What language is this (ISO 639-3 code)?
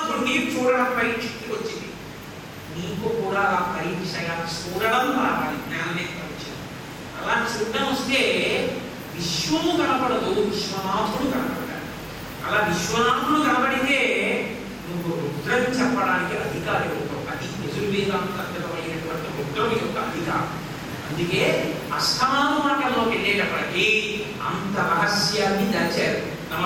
tel